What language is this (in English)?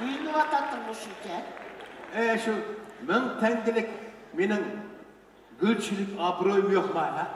Uyghur